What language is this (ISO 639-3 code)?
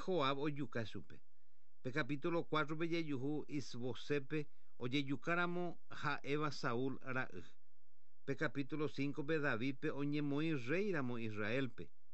grn